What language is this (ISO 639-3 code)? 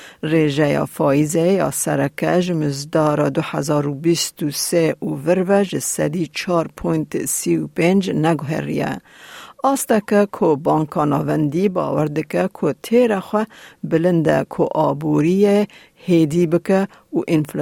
kur